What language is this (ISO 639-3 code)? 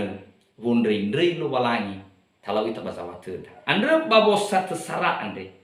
nia